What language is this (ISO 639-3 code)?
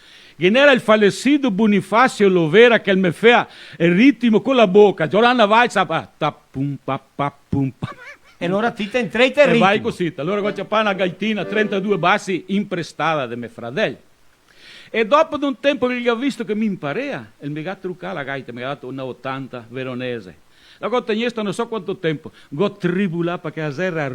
vec